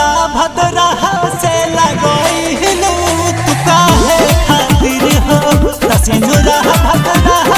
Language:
Bhojpuri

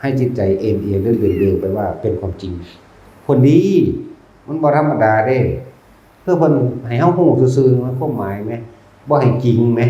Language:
Lao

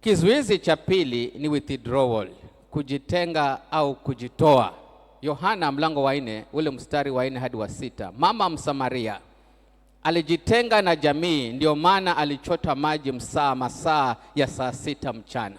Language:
Swahili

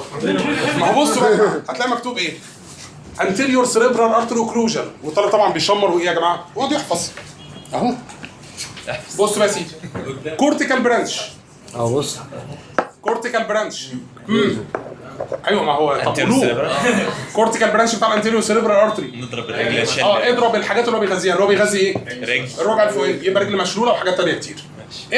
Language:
Egyptian Arabic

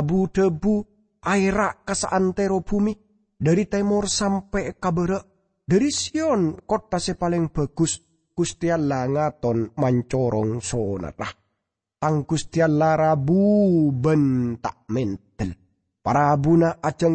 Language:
Madurese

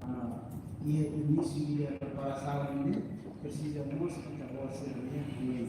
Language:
Tetum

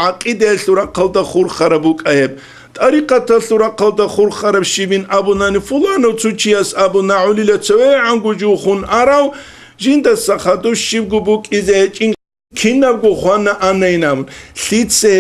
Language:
Avaric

